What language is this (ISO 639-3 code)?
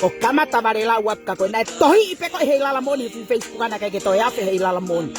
ton